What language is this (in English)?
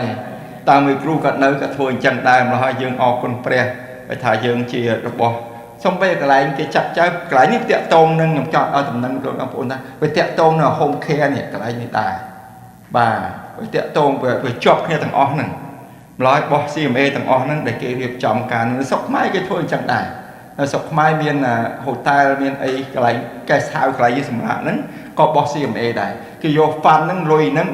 Khmer